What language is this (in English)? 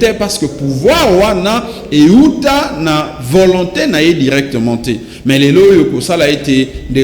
Lingala